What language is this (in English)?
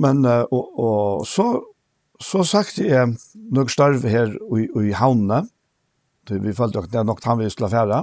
Faroese